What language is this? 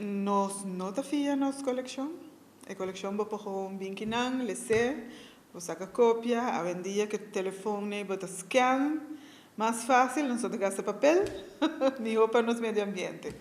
Papiamento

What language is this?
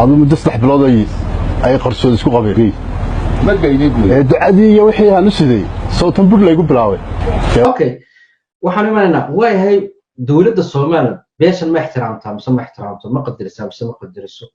Somali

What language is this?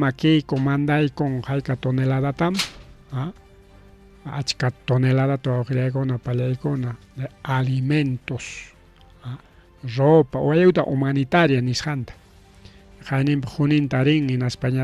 Ayacucho Quechua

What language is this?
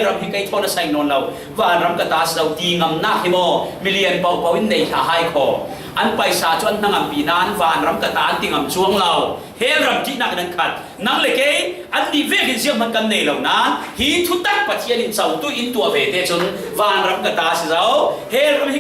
Falam Chin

